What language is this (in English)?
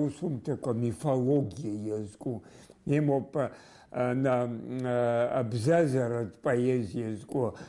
Abkhazian